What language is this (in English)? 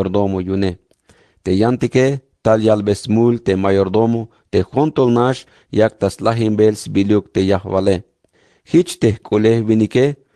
Tzeltal